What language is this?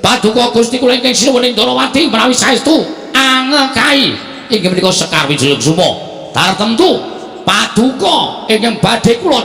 Javanese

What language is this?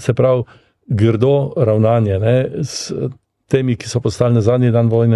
Slovenian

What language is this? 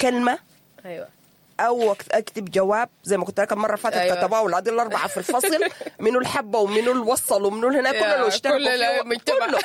Sudanese Arabic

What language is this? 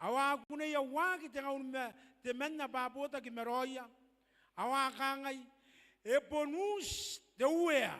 Gilbertese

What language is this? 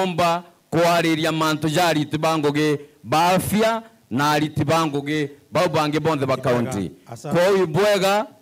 Meru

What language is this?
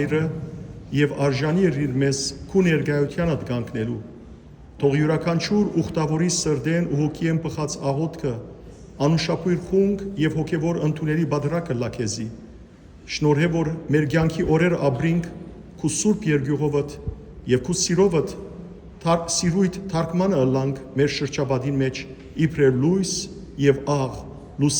Western Armenian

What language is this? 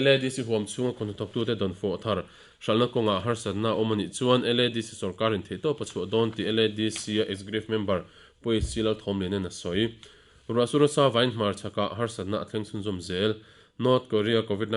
Mizo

